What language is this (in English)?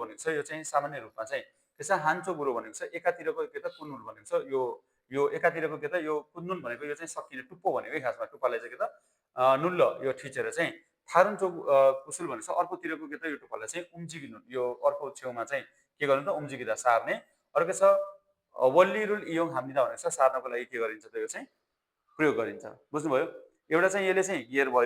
Nepali